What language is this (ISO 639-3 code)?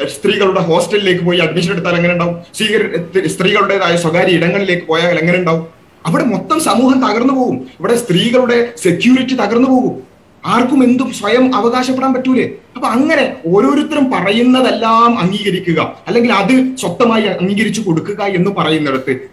mal